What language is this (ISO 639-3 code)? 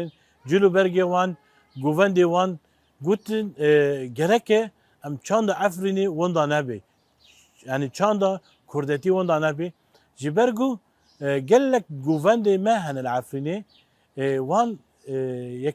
kur